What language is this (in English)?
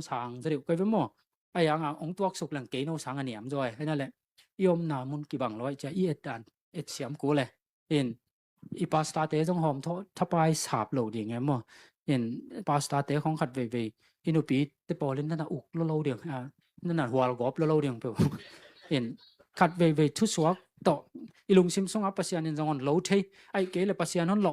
Tedim Chin